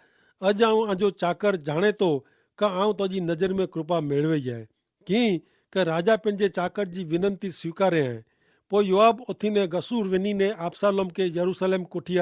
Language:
Kachhi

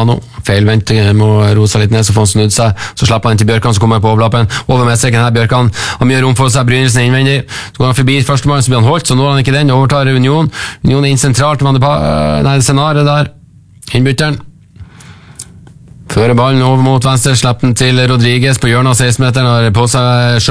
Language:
Norwegian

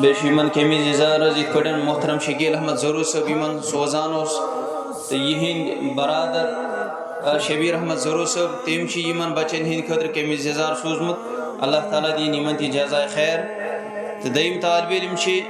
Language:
Kashmiri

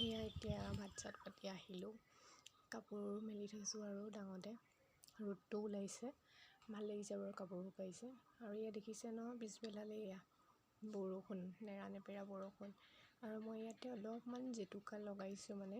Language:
Assamese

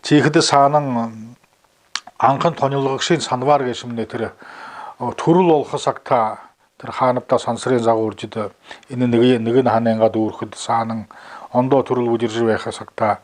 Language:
Buriat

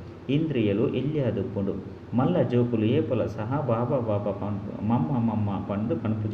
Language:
Tulu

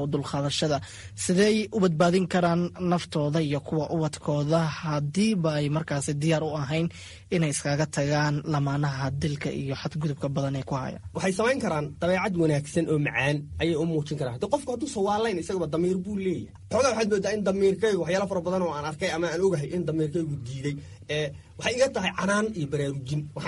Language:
Somali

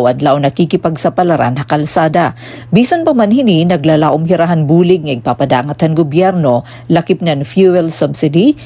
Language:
Waray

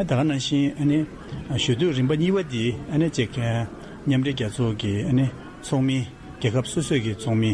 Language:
Tibetan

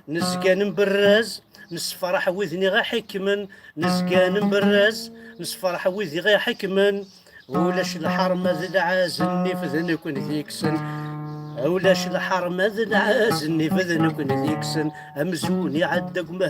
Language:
Kabyle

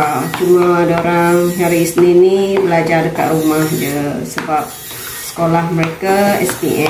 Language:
Malay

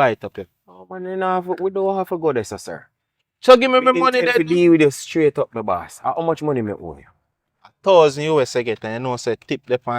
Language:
Jamaican Creole English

